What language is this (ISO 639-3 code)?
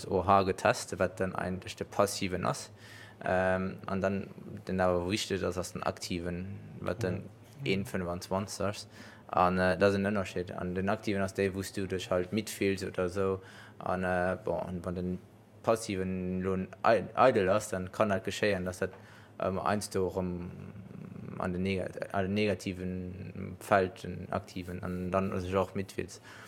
ltz